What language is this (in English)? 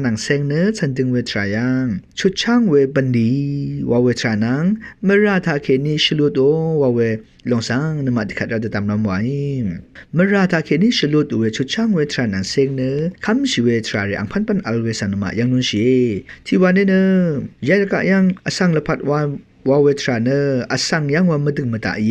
Rawang